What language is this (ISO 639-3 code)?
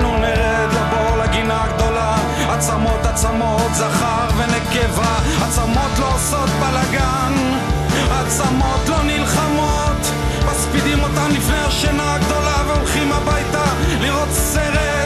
heb